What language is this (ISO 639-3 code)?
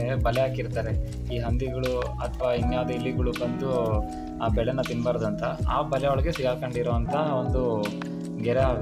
kan